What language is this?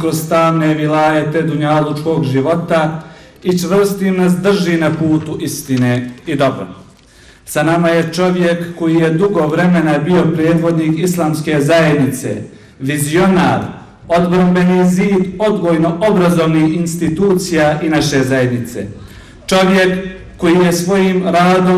Bosnian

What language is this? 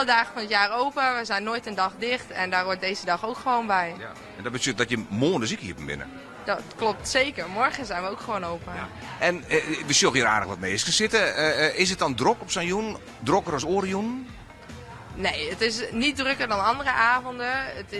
Western Frisian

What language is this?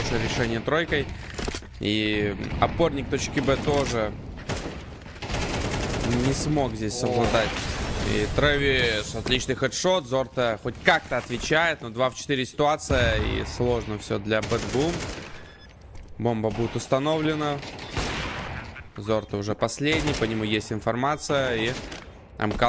Russian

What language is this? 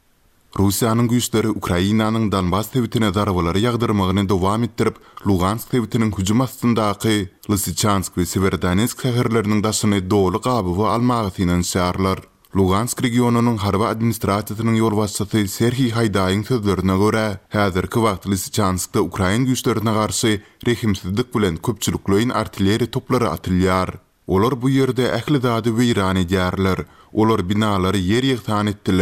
Turkmen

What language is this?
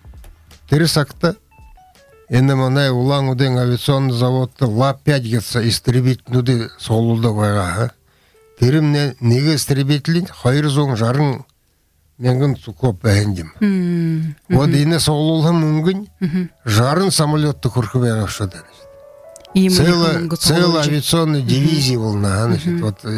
Buriat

